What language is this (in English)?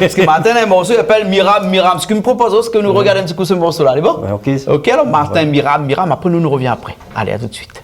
Réunion Creole French